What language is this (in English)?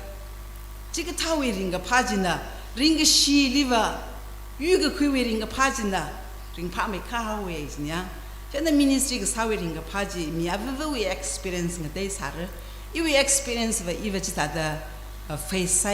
Tangkhul Naga (India)